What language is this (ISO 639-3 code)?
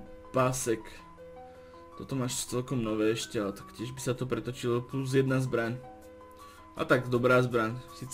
slk